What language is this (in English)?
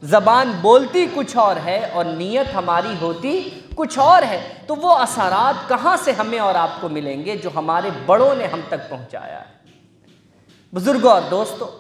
Urdu